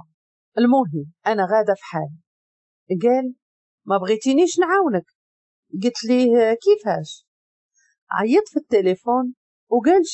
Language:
Moroccan Arabic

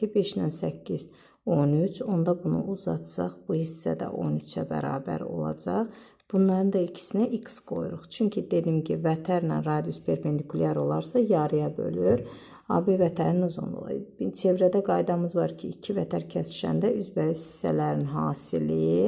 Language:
Azerbaijani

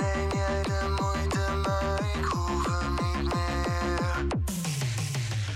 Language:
Dutch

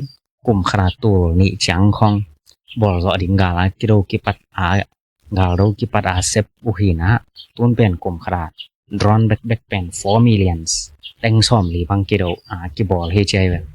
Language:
Tedim Chin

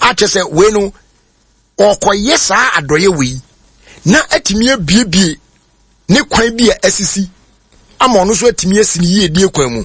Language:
Akan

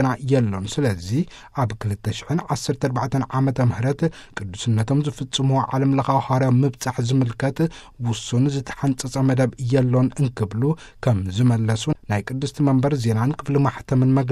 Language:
Tigrinya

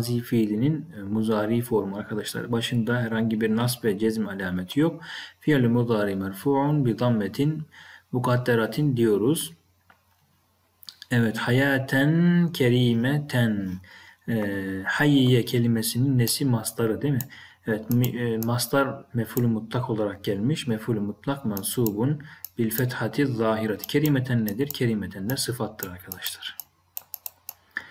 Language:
Turkish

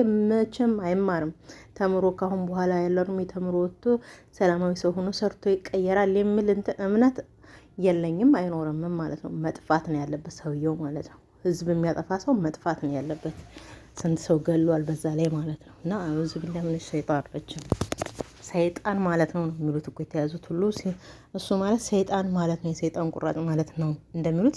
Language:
Amharic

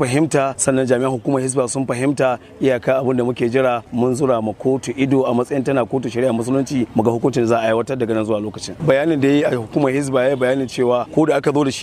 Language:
Hausa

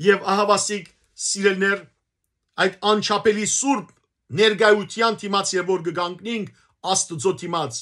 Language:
Western Armenian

